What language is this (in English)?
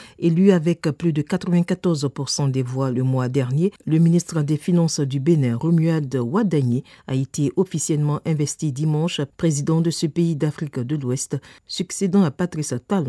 French